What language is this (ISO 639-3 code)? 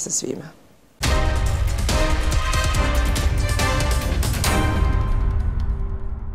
srp